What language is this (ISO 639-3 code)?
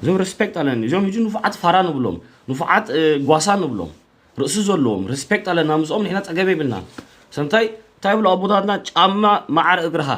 tir